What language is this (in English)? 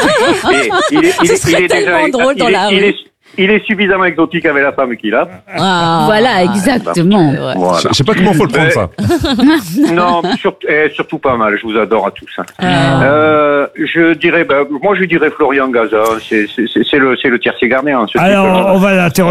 French